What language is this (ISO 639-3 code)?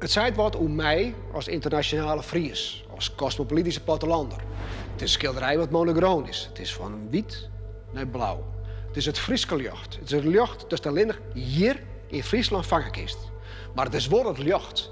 fry